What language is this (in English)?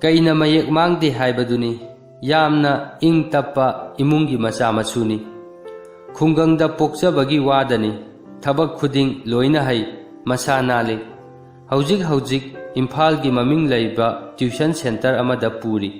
Manipuri